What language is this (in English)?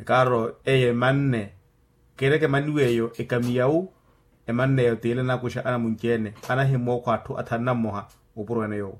Makhuwa